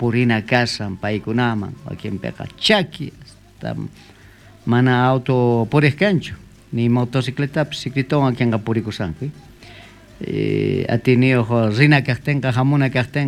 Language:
South Bolivian Quechua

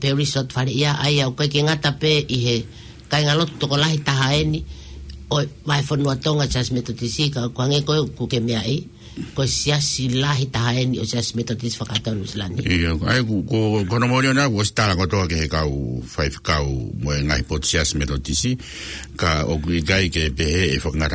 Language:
Tongan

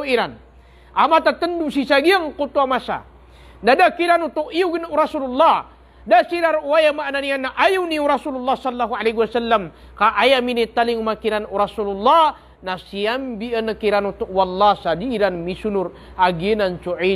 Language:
Maranao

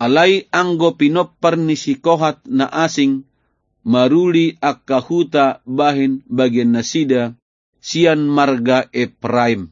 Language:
Batak Toba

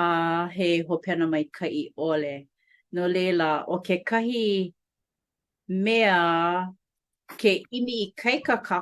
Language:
Hawaiian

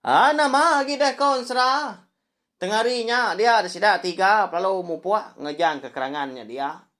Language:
Iban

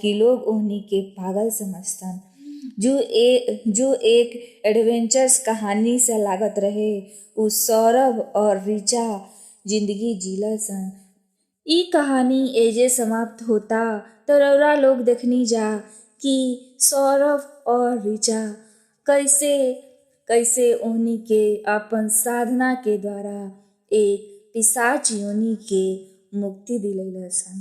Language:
Bhojpuri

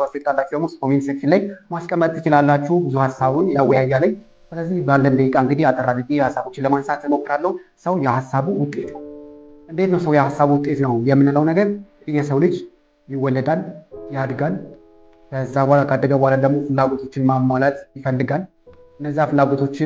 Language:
Amharic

